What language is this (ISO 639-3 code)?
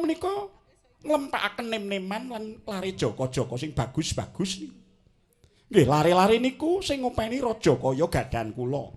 jav